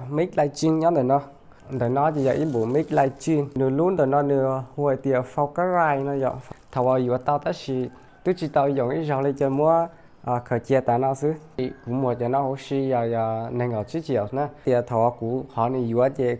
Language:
Hmong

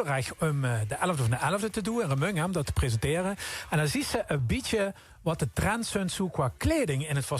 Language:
Limburgish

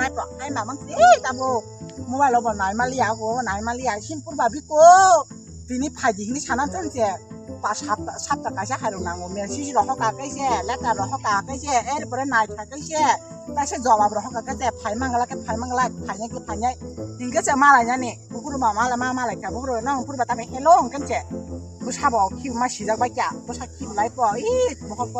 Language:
Kok Borok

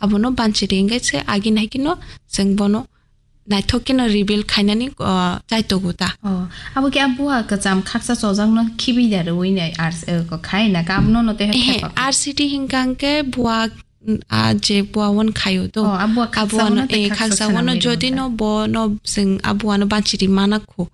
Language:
Kok Borok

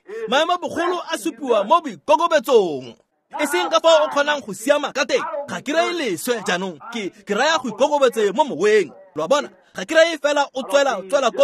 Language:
Tswana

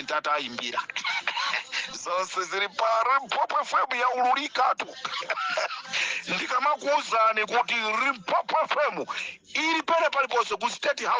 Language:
Nyanja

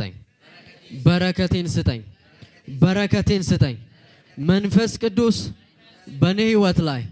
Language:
Amharic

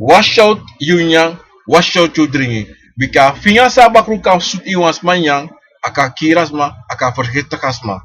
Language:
Sranan Tongo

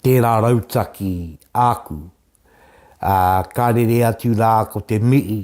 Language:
Māori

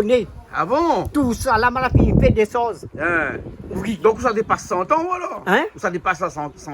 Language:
Réunion Creole French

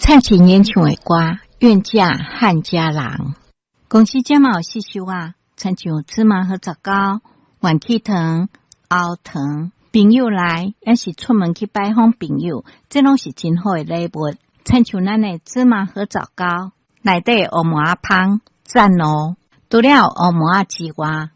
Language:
Min Nan Chinese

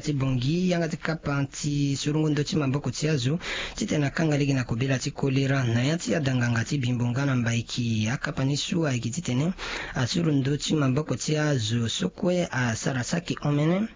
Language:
Sango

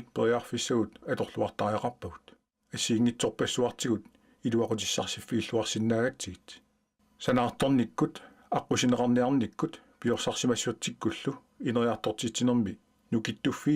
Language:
Kalaallisut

